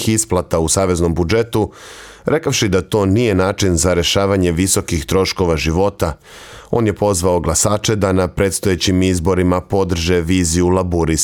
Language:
Serbian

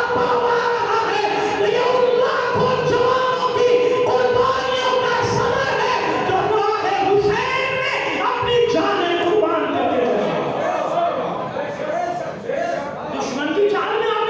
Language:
Urdu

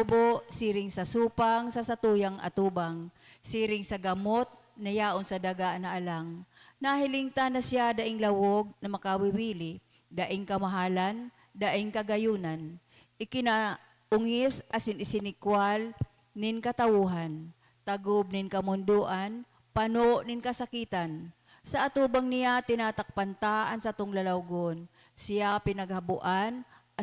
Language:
Bikol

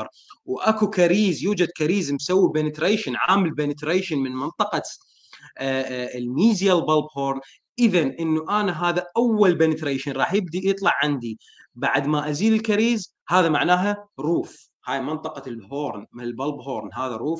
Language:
Mesopotamian Arabic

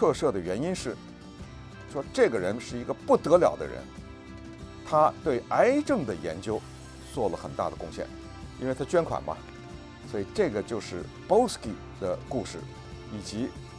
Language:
Chinese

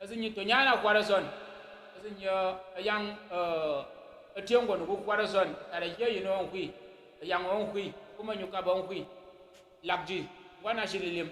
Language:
Tyap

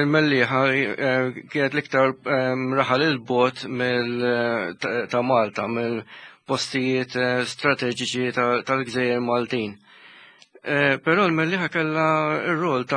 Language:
Maltese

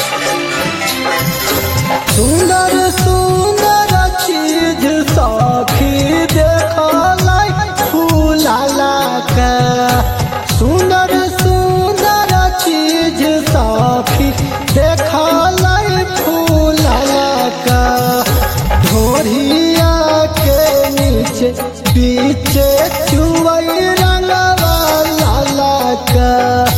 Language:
Bhojpuri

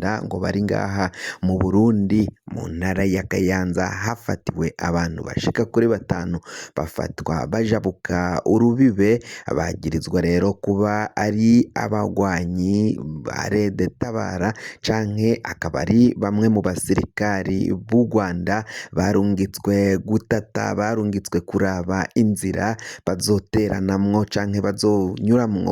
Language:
Rundi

